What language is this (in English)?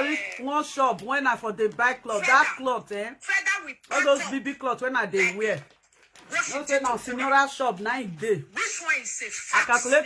Nigerian Pidgin